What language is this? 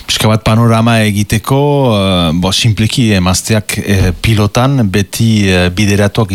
Basque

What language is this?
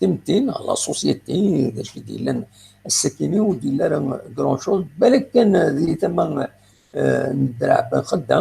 Kabyle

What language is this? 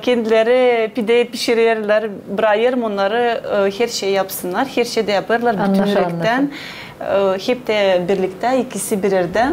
Gagauz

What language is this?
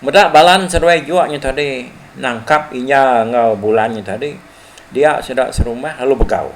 Iban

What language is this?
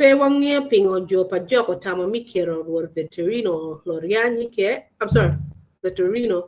Acoli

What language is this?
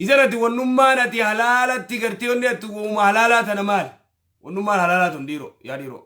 Oromo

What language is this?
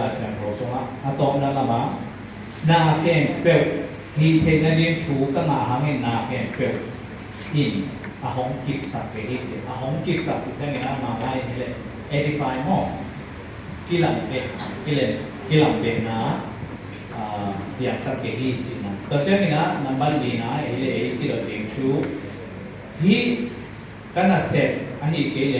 Tedim Chin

